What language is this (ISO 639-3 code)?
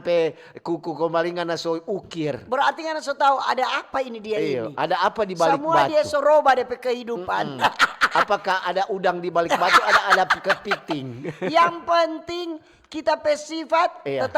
xmm